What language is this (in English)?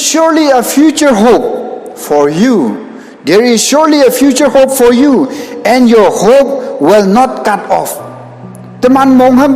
Konyak Naga